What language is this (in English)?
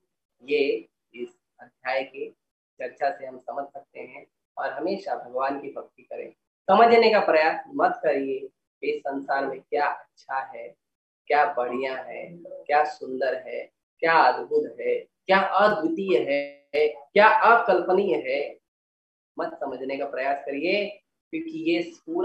Hindi